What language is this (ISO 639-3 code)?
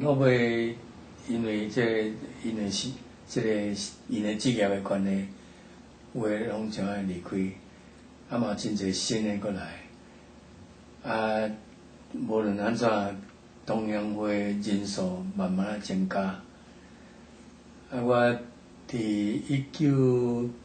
nan